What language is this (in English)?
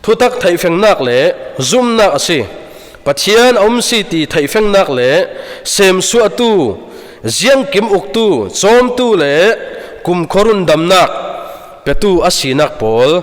Falam Chin